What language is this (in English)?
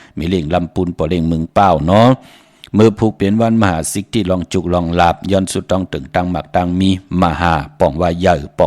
Shan